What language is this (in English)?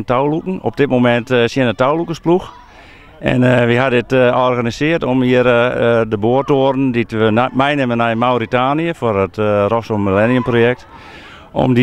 Western Frisian